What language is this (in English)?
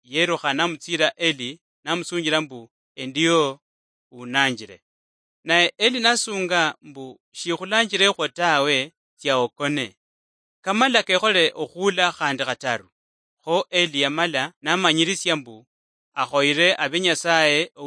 Luyia